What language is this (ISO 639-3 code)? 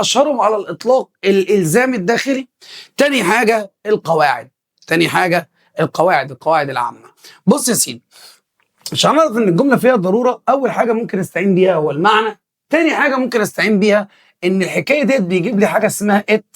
arz